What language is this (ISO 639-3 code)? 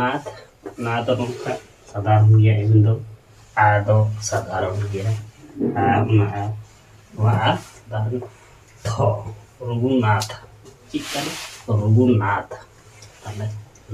sat